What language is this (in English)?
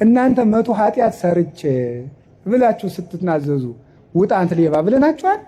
Amharic